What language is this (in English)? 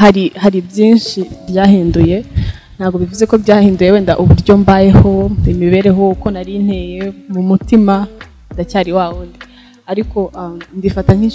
Kinyarwanda